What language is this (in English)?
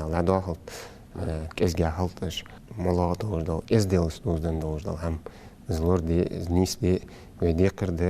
Ingush